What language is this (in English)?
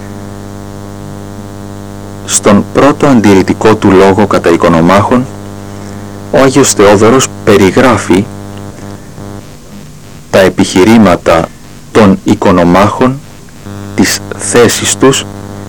Greek